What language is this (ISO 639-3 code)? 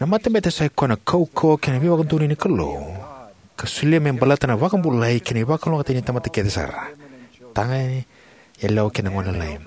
fij